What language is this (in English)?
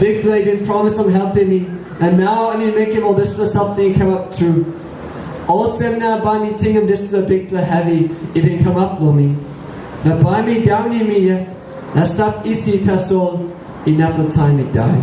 Tok Pisin